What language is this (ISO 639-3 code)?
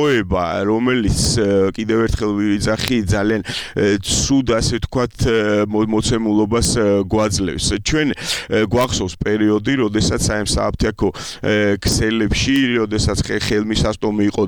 kat